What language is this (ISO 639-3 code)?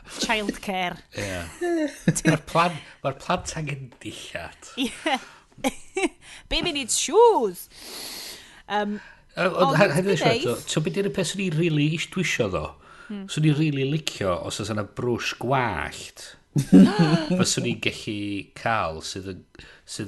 cym